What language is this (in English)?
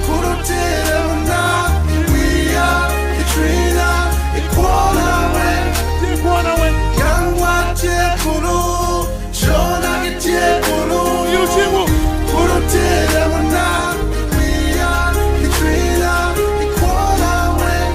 Acoli